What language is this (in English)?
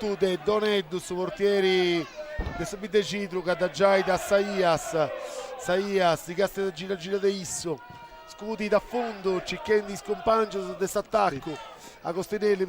Sardinian